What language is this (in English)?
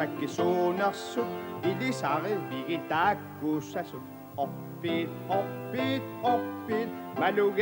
Kalaallisut